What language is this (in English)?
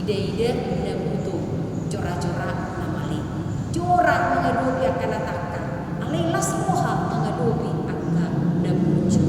Batak Toba